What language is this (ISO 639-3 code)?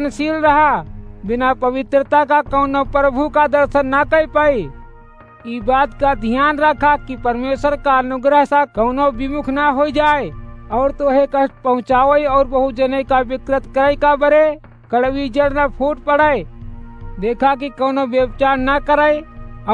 awa